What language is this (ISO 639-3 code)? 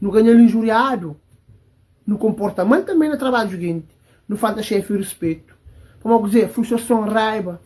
kea